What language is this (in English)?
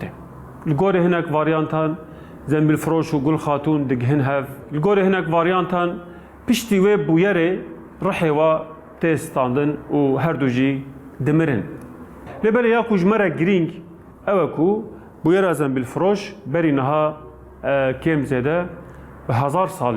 Kurdish